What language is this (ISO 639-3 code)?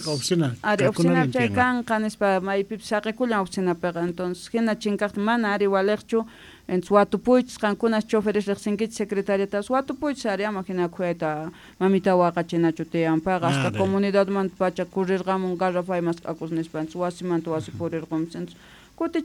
quh